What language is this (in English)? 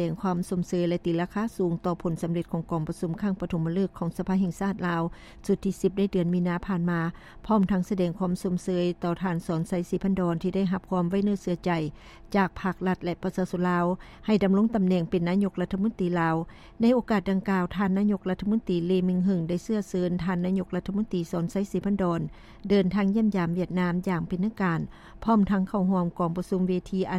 Lao